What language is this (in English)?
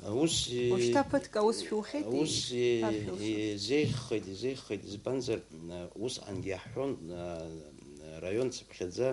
Abkhazian